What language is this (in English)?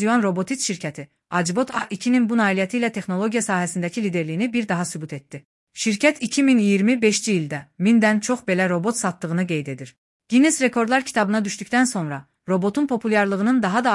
Azerbaijani